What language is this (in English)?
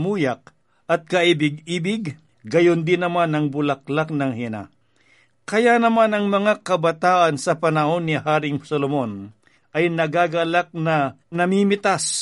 Filipino